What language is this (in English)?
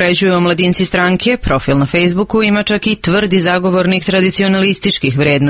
Croatian